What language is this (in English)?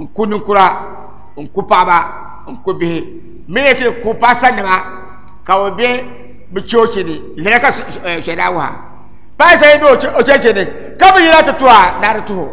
Dagbani